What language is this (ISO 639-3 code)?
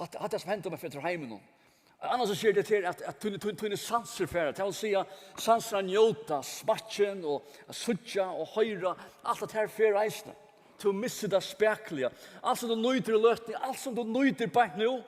fao